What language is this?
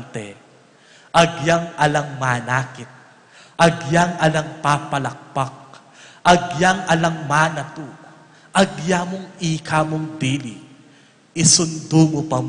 Pampanga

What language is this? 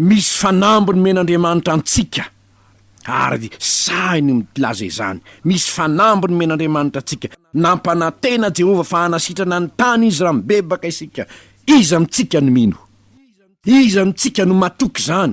Malagasy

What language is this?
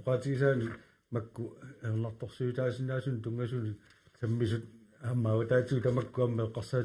Kalaallisut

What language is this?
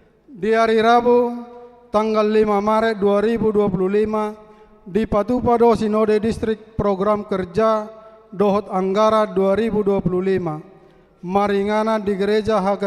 Batak Toba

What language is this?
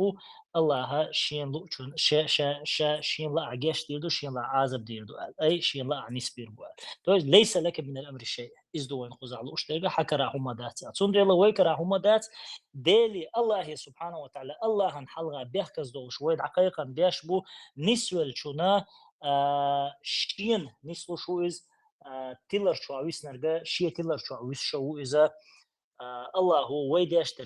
Chechen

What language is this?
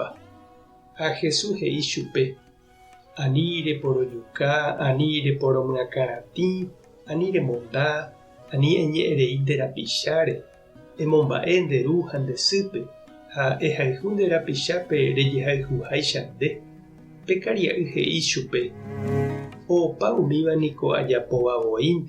Guarani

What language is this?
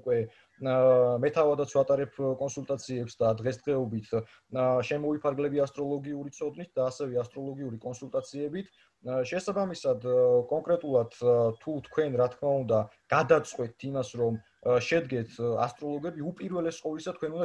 Georgian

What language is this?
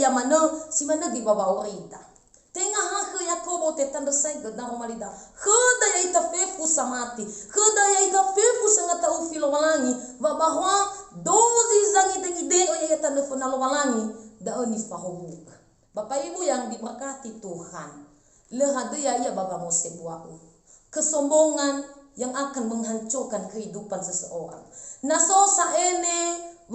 Nias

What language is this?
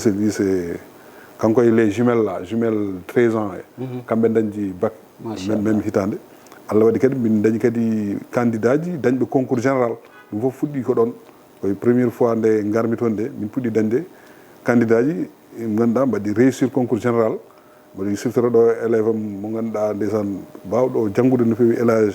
Fula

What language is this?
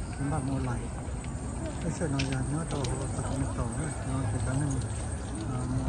Hmong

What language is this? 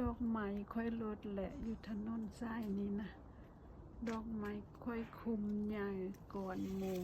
Lao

